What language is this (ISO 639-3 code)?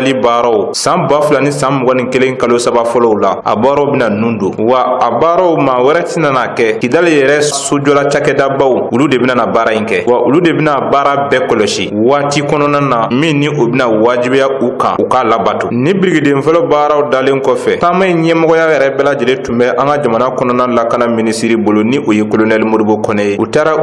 bam